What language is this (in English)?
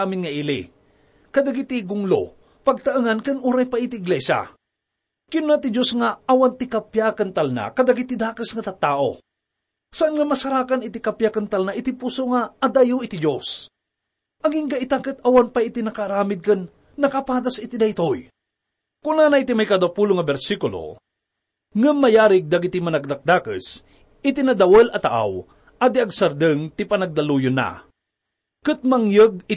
Iloko